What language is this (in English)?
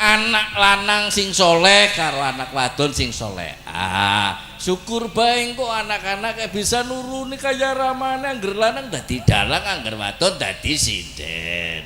Javanese